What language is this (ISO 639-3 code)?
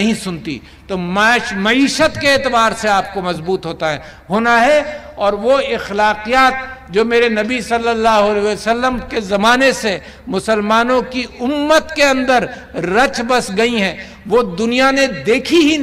urd